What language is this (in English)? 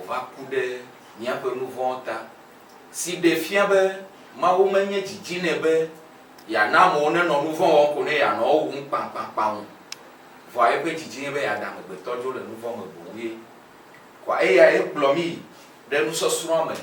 Ewe